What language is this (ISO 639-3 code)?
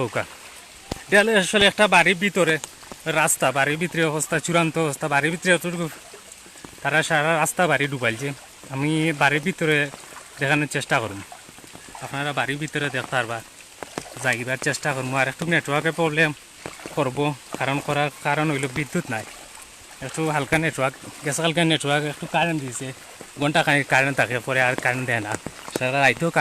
syl